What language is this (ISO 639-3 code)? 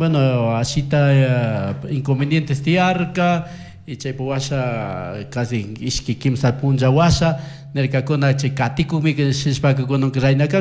qug